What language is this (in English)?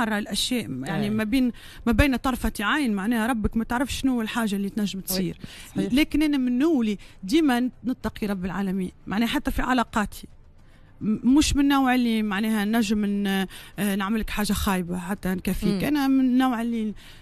Tunisian Arabic